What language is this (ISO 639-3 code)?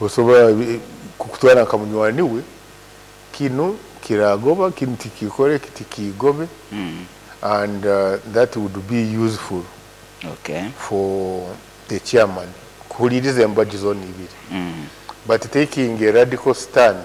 nyo